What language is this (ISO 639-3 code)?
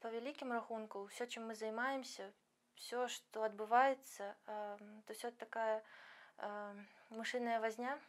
bel